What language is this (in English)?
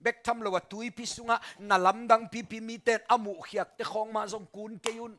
Tedim Chin